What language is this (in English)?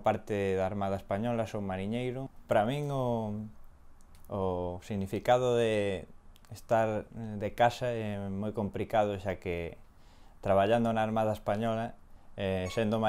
Galician